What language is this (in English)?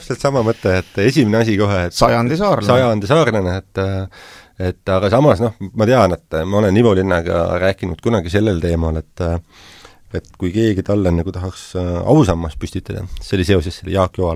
Estonian